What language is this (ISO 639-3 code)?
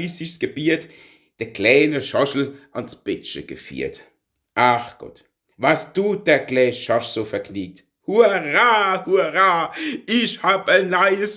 pfl